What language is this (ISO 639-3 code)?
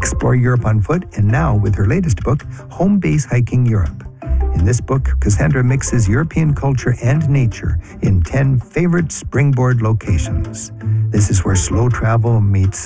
eng